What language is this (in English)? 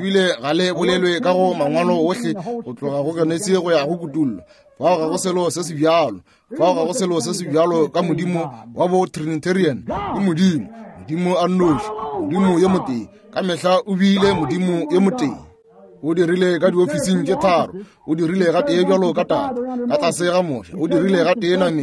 Northern Sotho